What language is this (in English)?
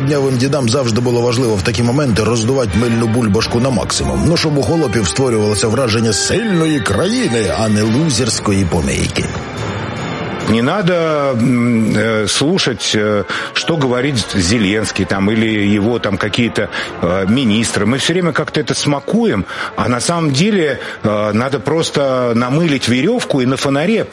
Ukrainian